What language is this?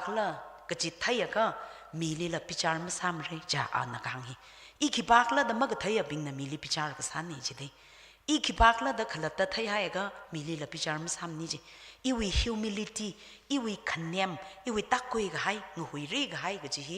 Tangkhul Naga (India)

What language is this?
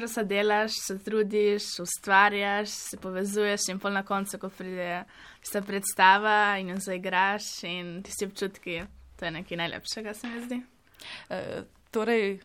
Slovenian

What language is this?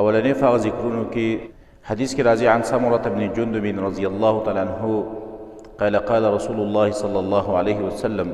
Pashto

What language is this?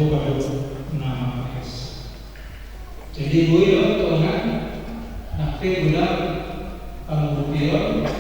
Batak Toba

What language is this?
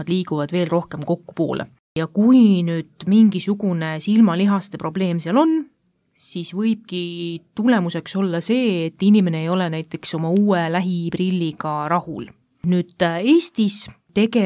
Estonian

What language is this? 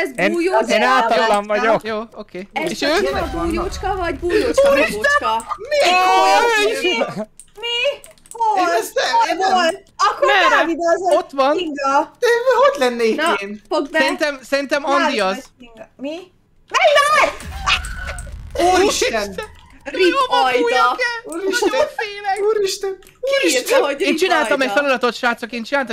Hungarian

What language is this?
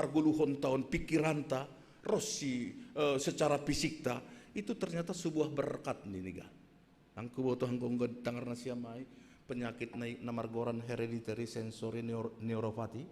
Batak Simalungun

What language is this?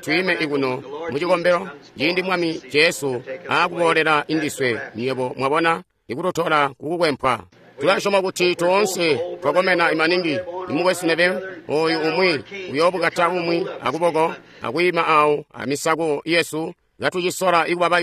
Tonga (Zambia)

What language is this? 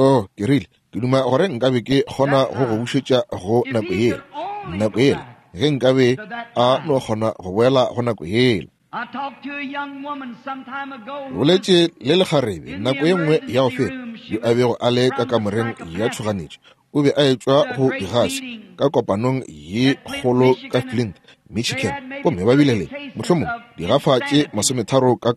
Northern Sotho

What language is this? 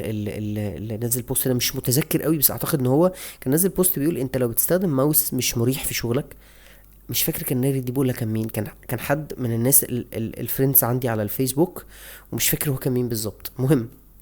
Egyptian Arabic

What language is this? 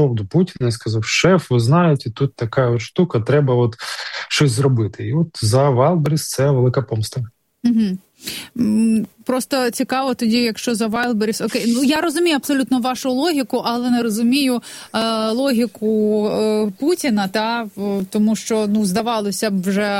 Ukrainian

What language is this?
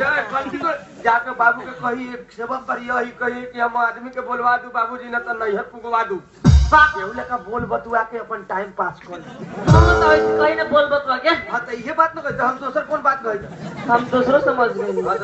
Bhojpuri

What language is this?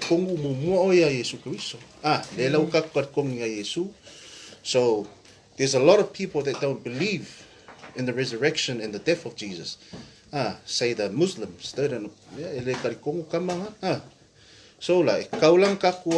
Samoan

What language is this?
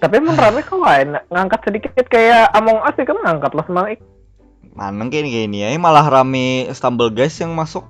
Banjar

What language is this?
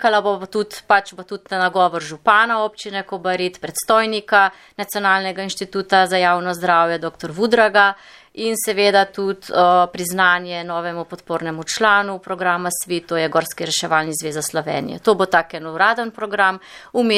Slovenian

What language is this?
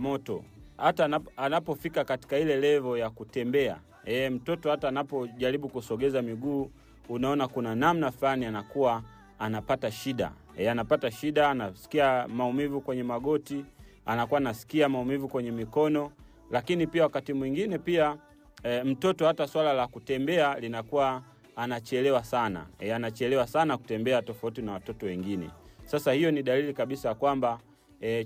Swahili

